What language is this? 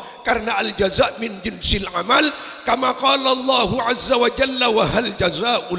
Madurese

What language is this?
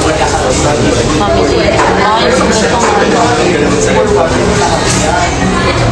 Filipino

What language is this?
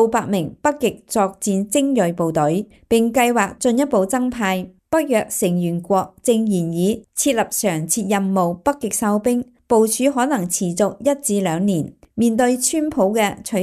Cantonese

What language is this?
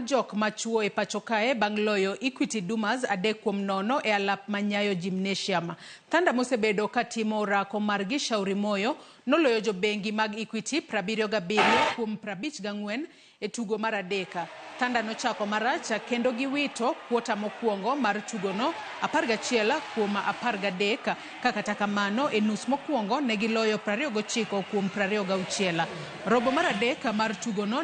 Luo (Kenya and Tanzania)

